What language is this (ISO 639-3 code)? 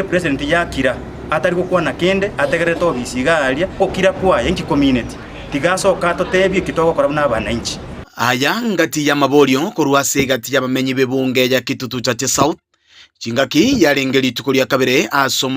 guz